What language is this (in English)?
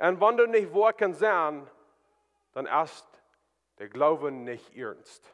Plautdietsch